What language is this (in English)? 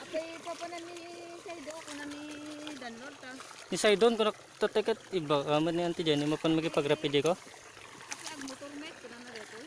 Iloko